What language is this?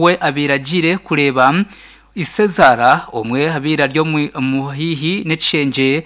Nyankole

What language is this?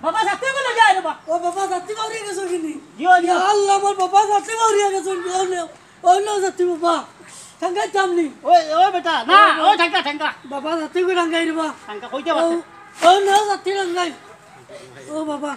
Sylheti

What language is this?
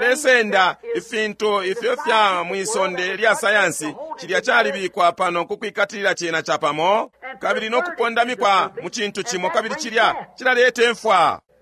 Bemba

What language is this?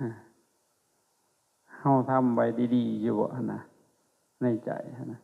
Lao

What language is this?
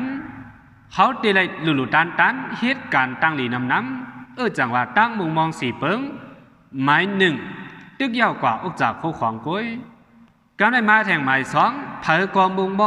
Shan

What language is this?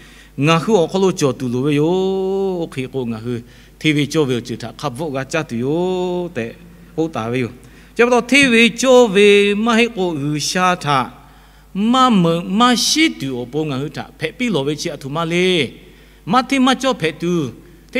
Lahu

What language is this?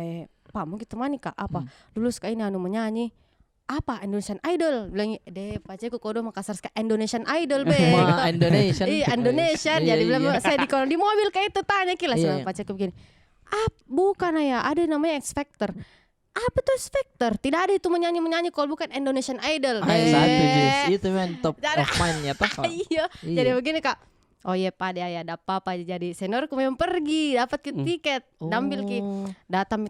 Makassar Malay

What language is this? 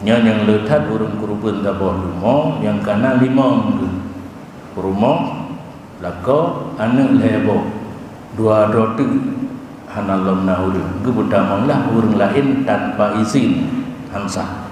Achinese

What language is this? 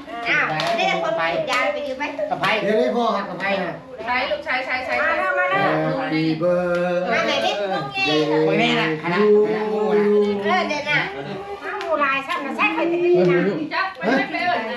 Northeastern Thai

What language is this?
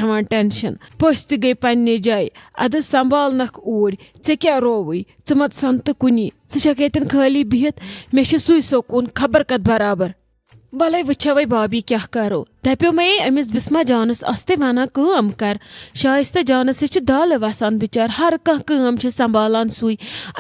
Kashmiri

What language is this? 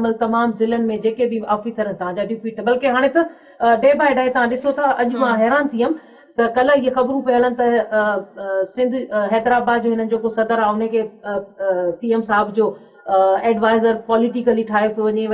Sindhi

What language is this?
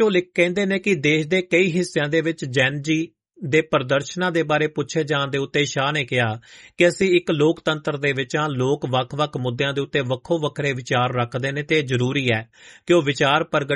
Punjabi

